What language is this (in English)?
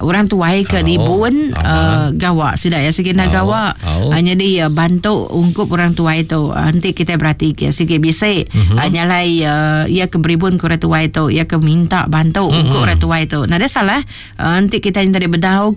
Iban